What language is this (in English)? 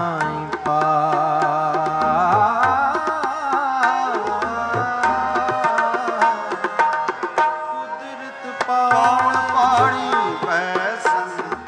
Punjabi